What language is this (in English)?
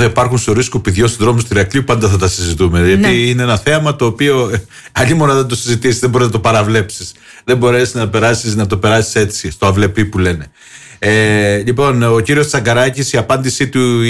Greek